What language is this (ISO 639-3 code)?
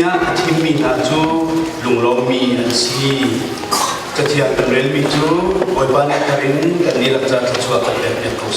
cnh